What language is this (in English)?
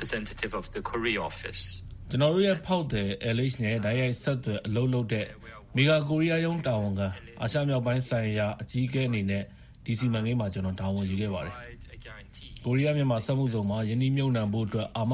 Burmese